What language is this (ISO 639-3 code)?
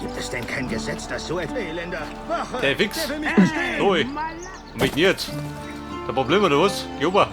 bar